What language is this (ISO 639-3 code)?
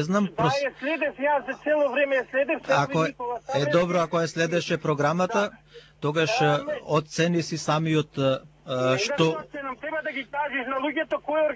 mkd